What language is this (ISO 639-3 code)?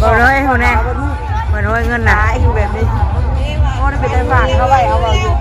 tts